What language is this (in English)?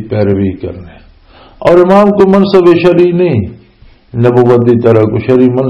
Western Panjabi